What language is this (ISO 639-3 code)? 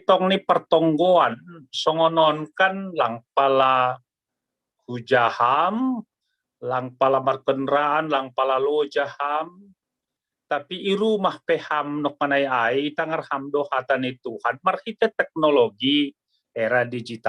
bts